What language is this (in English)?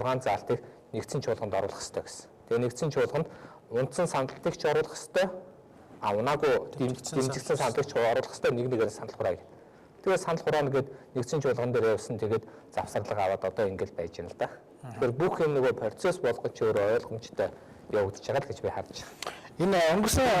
Mongolian